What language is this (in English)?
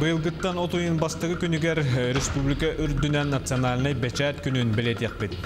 Yakut